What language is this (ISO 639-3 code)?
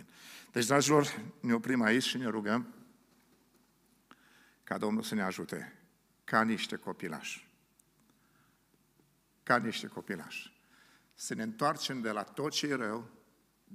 ron